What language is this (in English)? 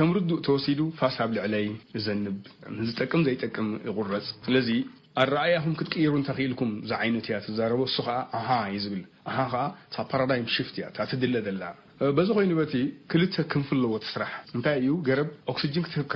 Tigrinya